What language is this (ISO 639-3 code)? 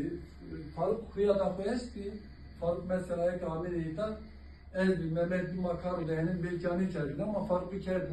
zza